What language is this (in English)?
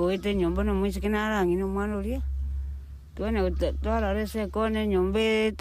Gusii